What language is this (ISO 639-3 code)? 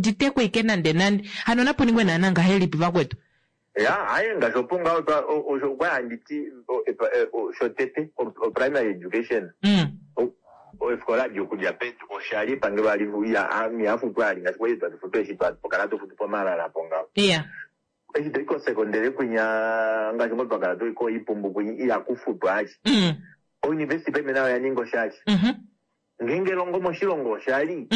kua